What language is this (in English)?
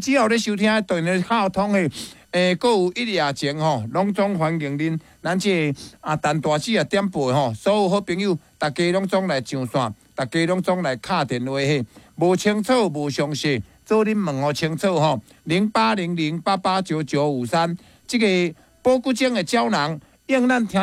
Min Nan Chinese